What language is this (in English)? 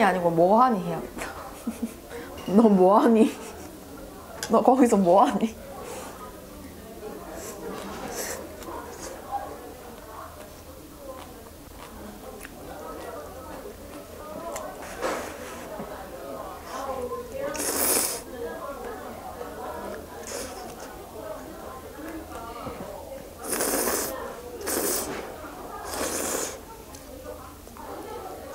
Korean